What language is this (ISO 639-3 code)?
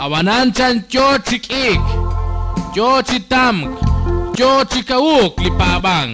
kek